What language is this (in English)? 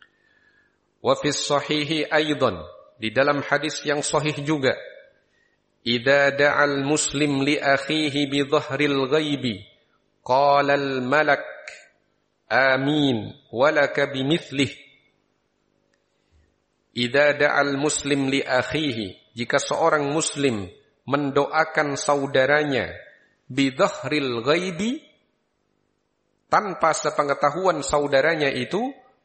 Indonesian